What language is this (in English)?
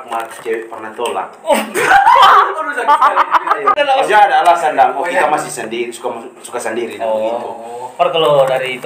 Manado Malay